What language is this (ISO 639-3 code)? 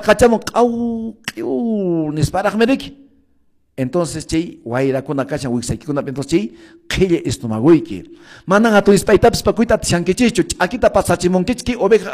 que